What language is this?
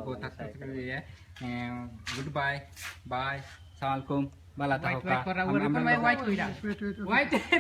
Sylheti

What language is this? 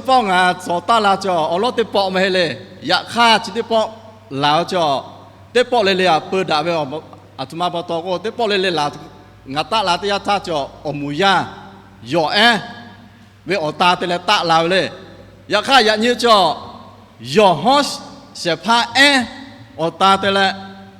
Lahu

